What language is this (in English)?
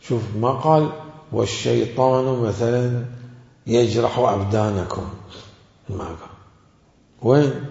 Mesopotamian Arabic